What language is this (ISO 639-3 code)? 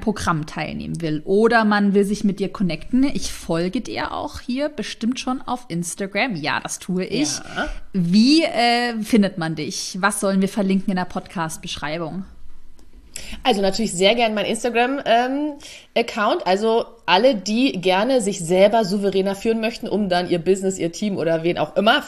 deu